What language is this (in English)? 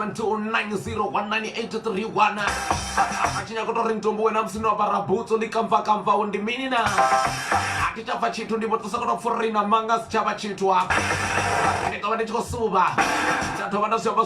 Venda